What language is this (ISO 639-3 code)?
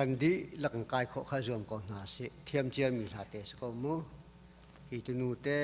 cnh